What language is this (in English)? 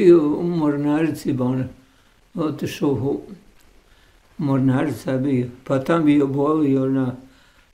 Bosnian